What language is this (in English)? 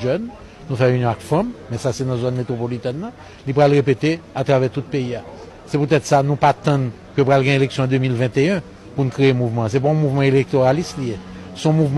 Haitian Creole